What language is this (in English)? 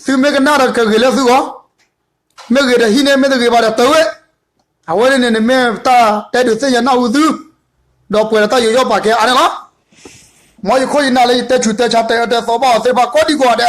S'gaw Karen